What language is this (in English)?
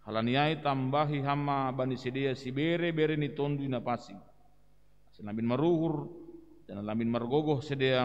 Batak Simalungun